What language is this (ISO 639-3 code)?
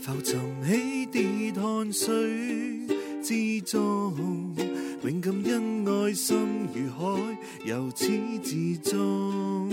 yue